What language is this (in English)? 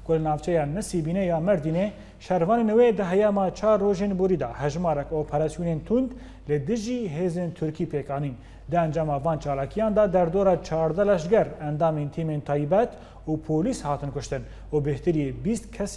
Kurdish